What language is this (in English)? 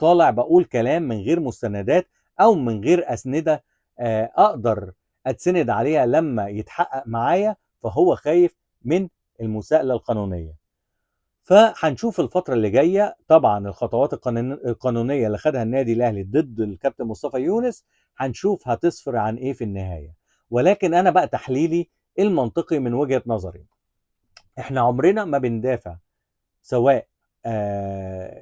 Egyptian Arabic